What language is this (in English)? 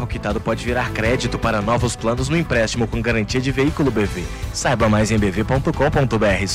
Portuguese